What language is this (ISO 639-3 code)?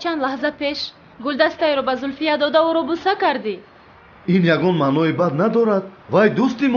tgk